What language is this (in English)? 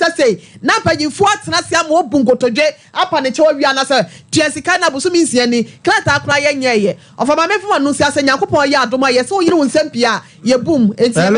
Akan